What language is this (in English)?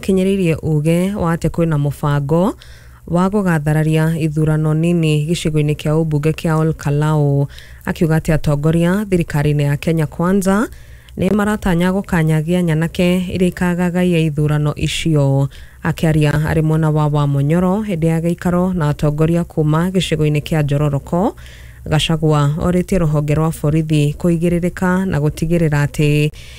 Kikuyu